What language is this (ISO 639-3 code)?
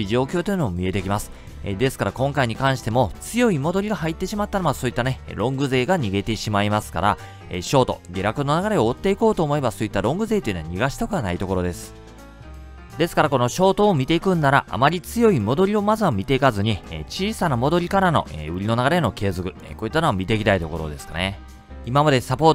jpn